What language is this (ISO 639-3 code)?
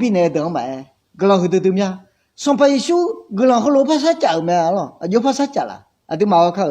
ahk